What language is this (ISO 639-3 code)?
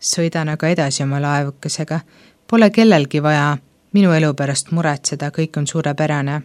est